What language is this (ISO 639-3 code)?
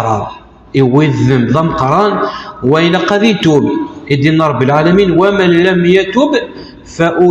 kab